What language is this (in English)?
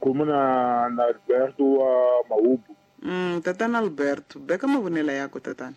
Tsonga